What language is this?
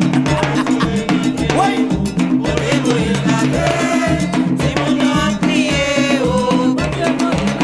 French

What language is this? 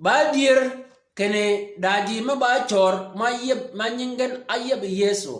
Shilluk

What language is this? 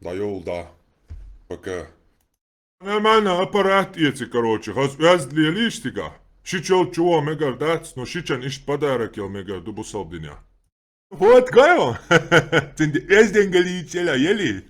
Chechen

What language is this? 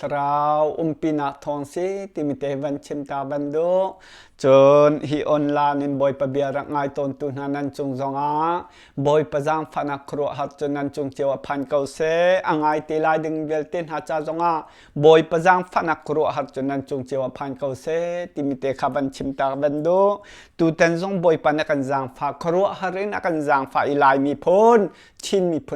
Hakha Chin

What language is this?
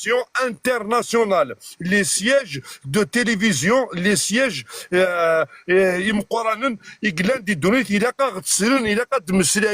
Kabyle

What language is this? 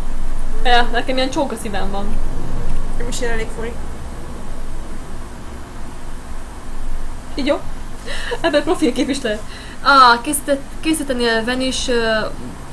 Hungarian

